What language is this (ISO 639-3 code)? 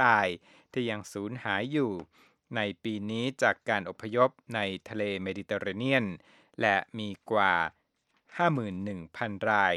tha